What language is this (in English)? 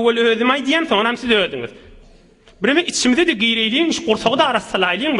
Turkmen